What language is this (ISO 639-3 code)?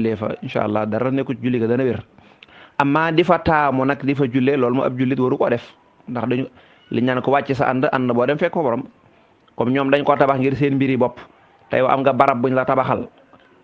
wol